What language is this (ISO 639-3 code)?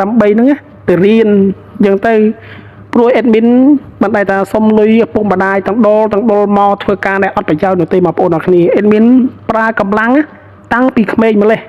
khm